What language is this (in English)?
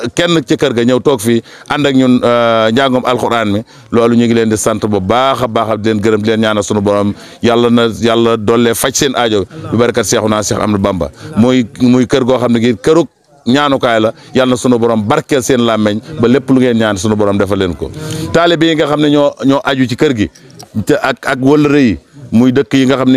Wolof